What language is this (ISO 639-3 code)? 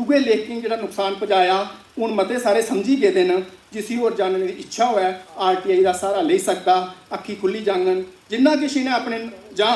doi